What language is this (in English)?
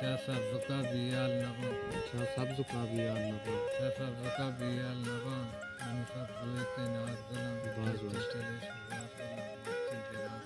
Baluchi